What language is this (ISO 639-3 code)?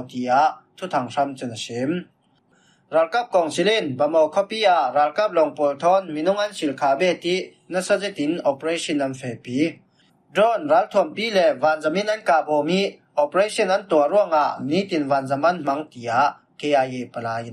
cfm